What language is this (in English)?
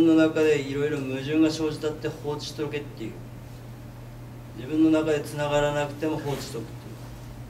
Japanese